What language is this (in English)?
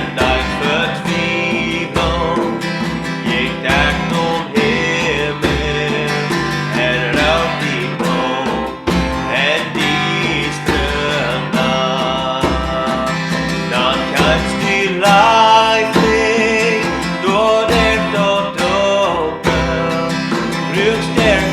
Plautdietsch